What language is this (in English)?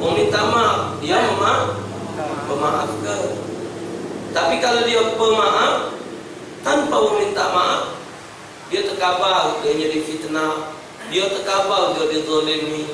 Musi